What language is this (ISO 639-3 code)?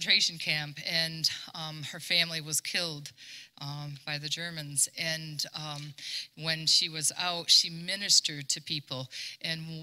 eng